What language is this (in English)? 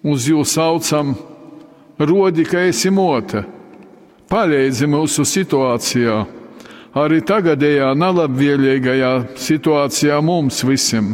Latgalian